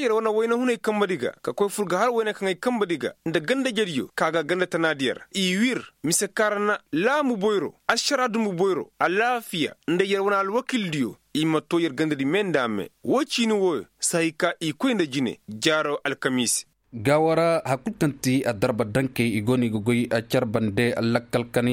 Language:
Koyraboro Senni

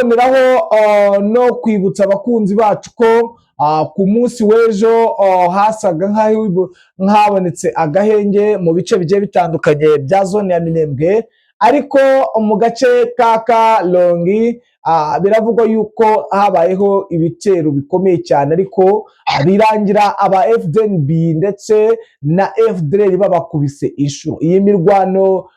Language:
Kinyarwanda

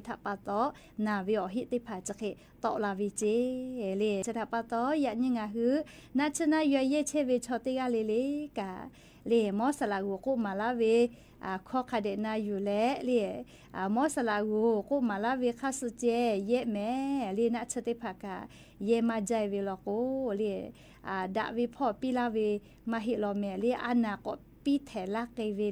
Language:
Lahu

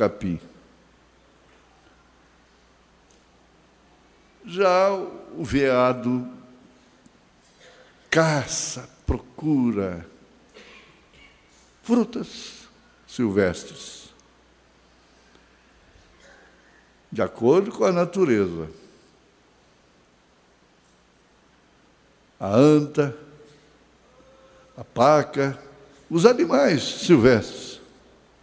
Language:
Portuguese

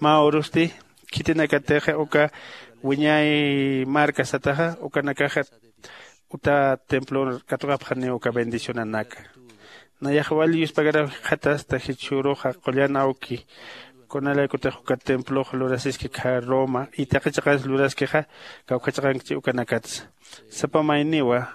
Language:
Aymara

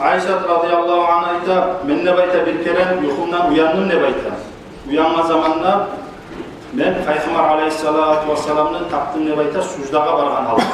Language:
Kumyk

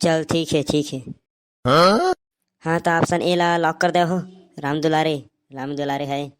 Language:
Chhattisgarhi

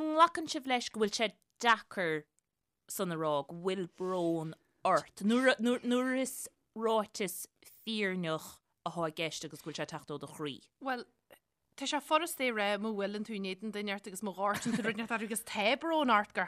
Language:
Irish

